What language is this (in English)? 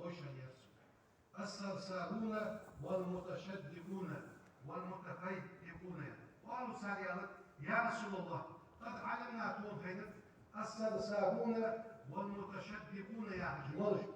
Ingush